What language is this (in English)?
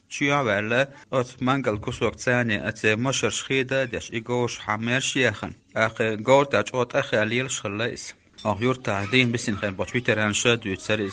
Chechen